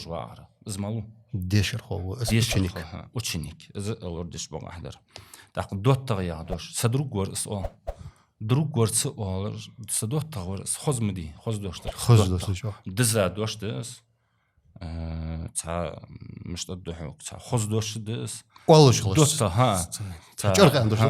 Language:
Ingush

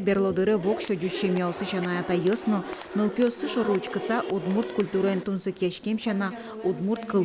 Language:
Udmurt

